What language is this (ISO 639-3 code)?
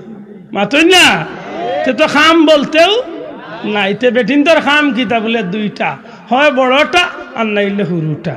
syl